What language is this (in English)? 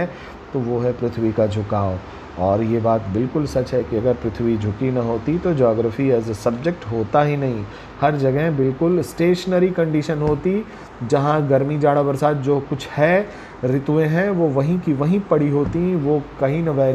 Hindi